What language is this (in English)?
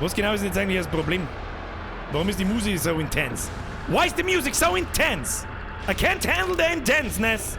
Bavarian